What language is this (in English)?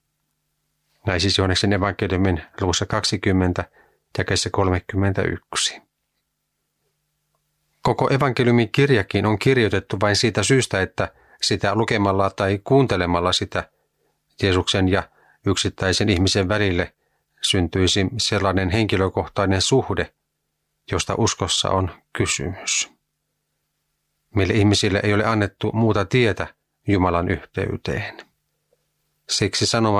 Finnish